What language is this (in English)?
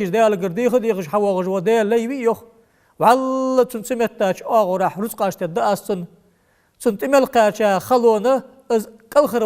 Ingush